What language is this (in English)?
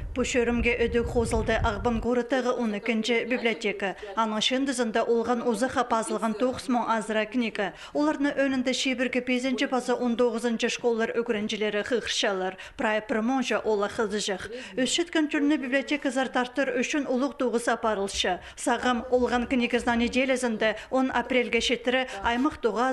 Khakas